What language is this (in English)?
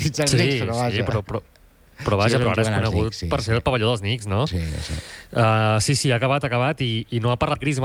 Catalan